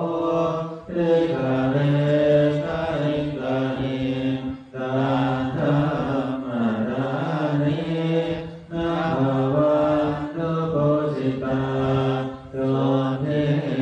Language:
Pali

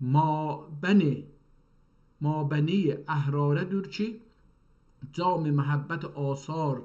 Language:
South Azerbaijani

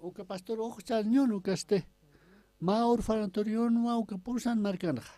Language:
Aymara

